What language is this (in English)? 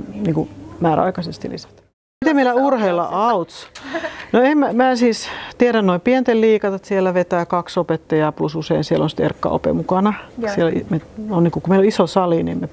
Finnish